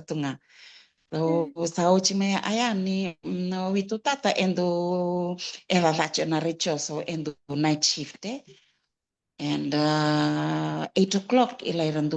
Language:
Fijian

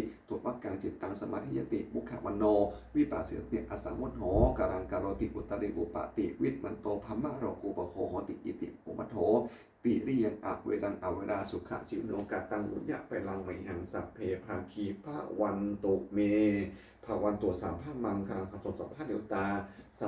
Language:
Pali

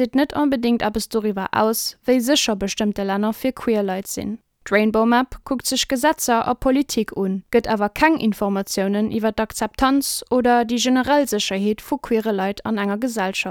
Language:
Luxembourgish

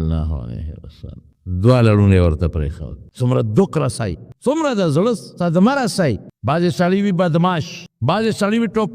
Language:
Pashto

